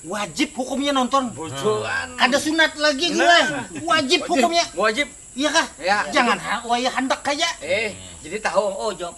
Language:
Banjar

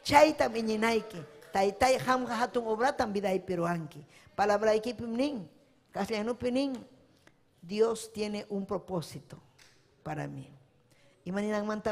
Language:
Ayacucho Quechua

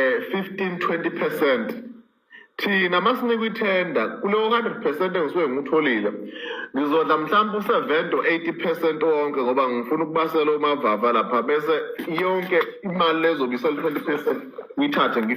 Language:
Zulu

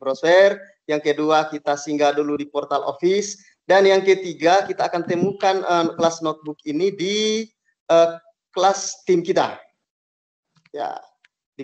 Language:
Indonesian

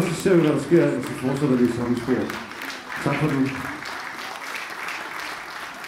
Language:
Danish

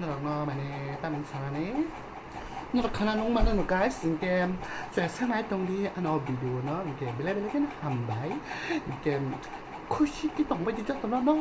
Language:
Kok Borok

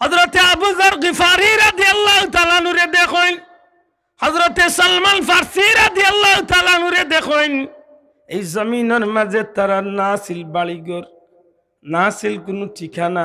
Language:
Sylheti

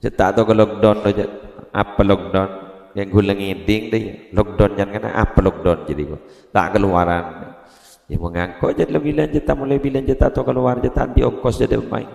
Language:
Madurese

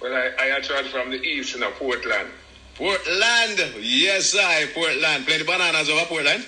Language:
Jamaican Creole English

